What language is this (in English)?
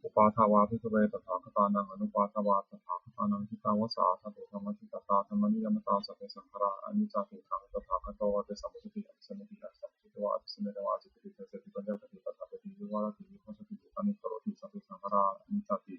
Pali